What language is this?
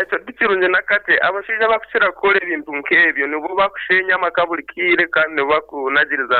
Nyankole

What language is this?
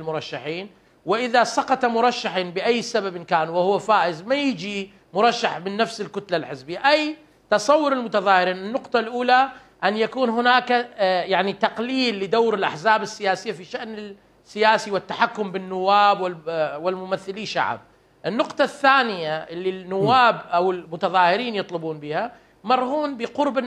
Mesopotamian Arabic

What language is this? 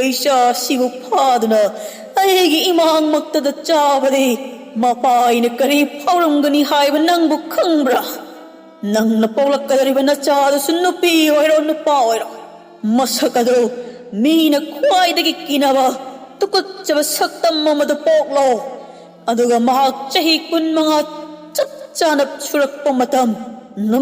Manipuri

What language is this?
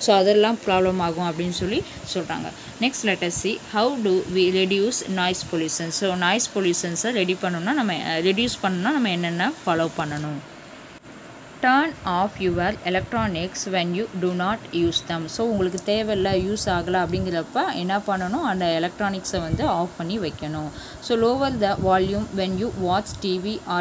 Tamil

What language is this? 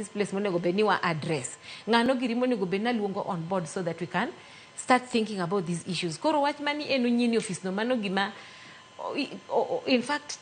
Luo (Kenya and Tanzania)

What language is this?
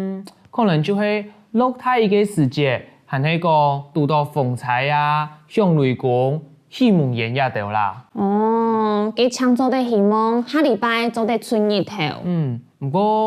Hakka Chinese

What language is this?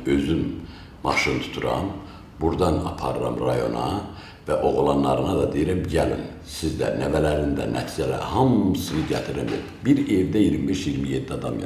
Azerbaijani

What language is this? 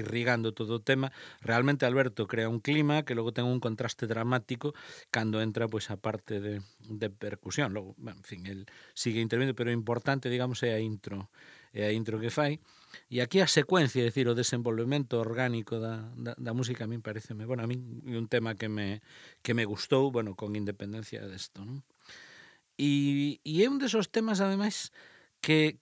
Galician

